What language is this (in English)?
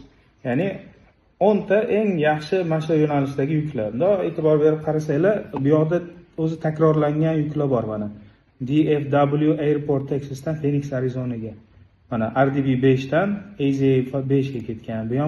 Uzbek